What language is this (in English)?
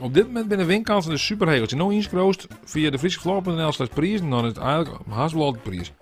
Western Frisian